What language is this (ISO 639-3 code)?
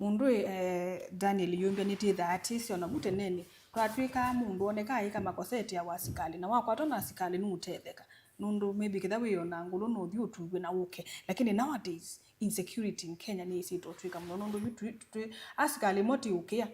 kam